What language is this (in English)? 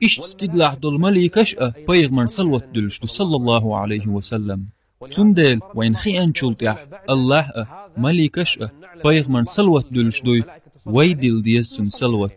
Chechen